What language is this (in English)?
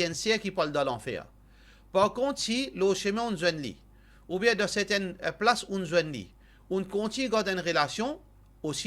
Morisyen